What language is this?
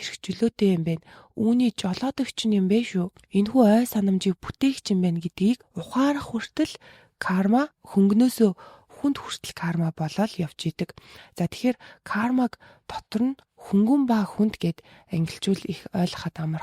Mongolian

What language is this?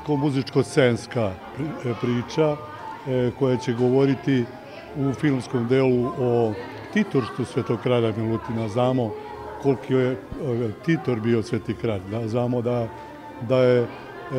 Serbian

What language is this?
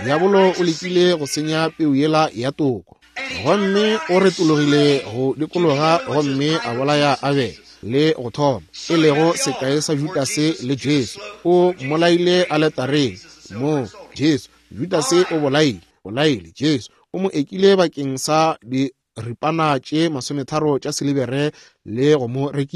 Northern Sotho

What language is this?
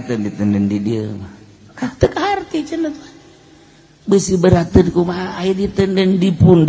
Sundanese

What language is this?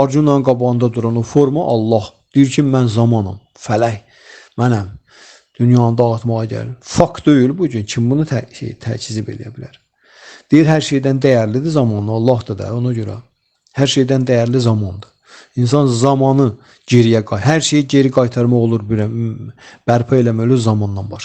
Azerbaijani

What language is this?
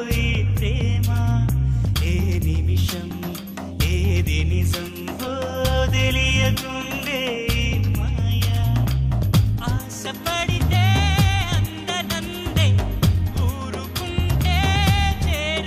Telugu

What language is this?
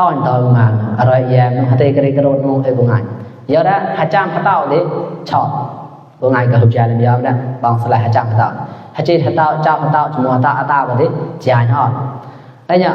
Mon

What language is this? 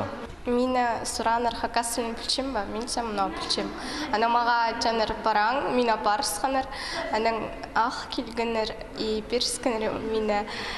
Khakas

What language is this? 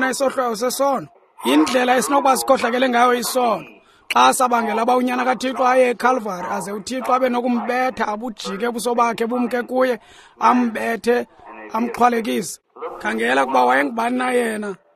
Xhosa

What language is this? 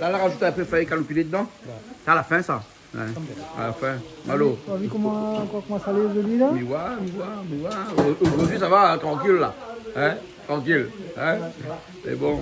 Réunion Creole French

